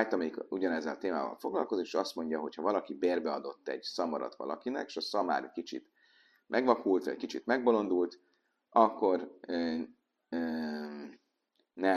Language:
Hungarian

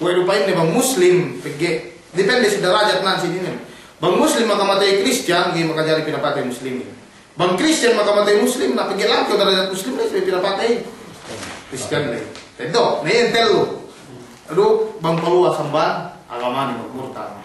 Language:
Yakan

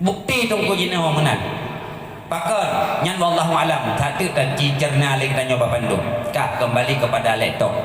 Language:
Achinese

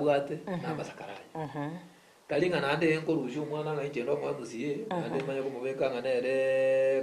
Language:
Gusii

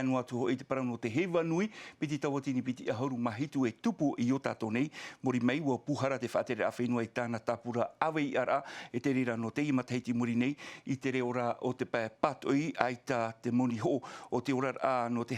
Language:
Tahitian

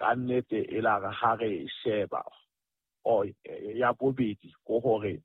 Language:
Southern Sotho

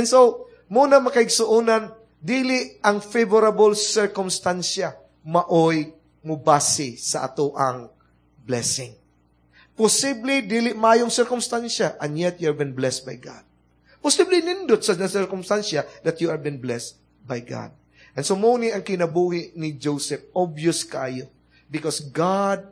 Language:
Cebuano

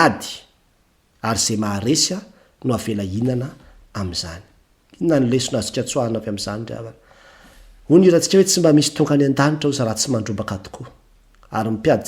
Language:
Malagasy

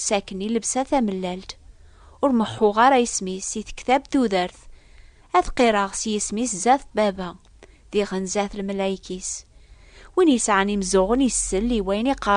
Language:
Kabyle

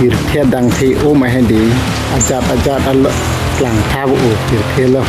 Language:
Karbi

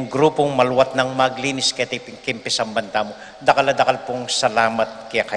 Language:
Pampanga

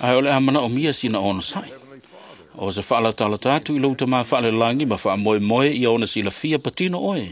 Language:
Samoan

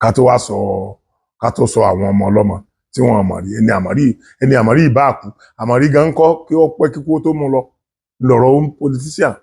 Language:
Yoruba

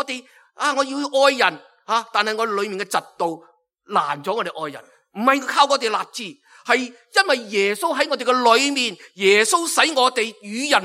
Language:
Cantonese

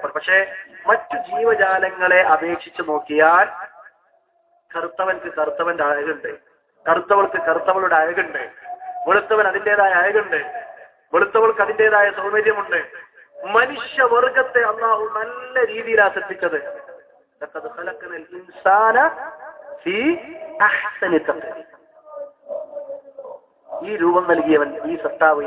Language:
Malayalam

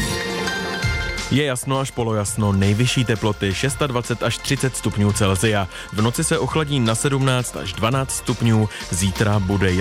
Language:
Czech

